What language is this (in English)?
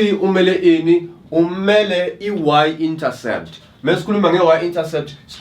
Zulu